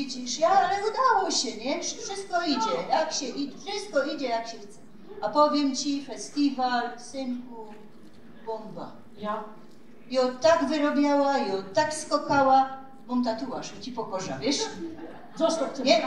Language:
Silesian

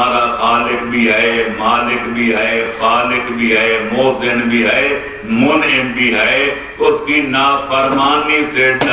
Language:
Urdu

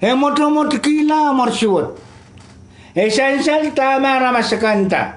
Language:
Pohnpeian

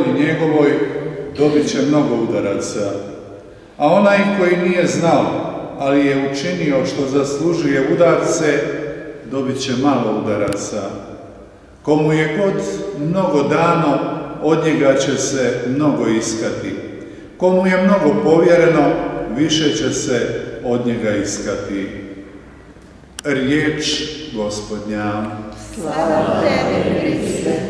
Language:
Croatian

